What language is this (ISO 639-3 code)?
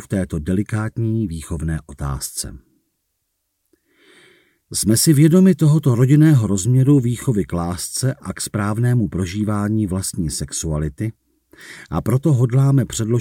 ces